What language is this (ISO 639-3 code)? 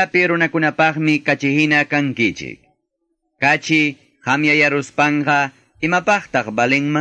que